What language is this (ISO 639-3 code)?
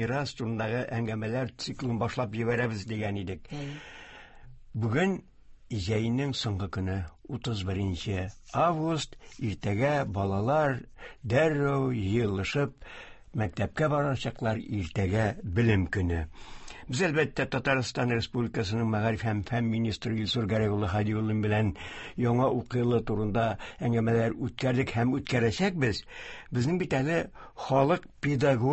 tat